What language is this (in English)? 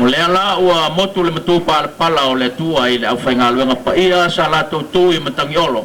Samoan